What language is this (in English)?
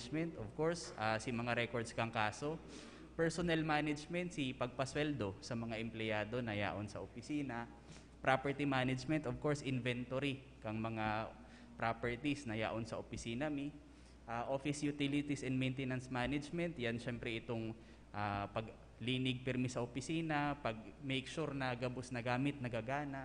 Bikol